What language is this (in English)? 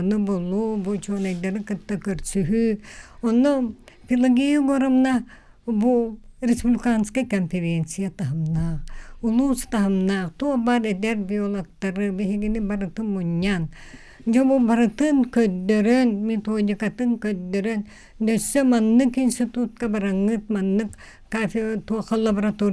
Yakut